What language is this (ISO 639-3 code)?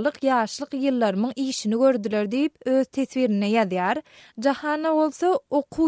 tuk